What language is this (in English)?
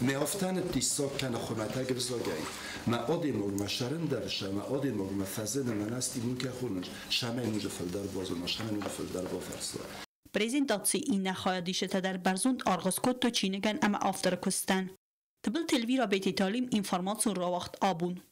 Ossetic